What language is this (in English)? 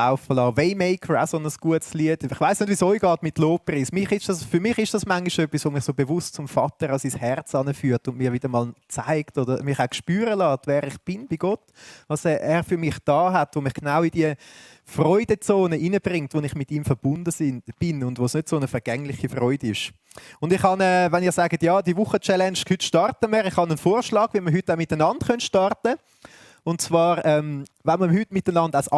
Swiss German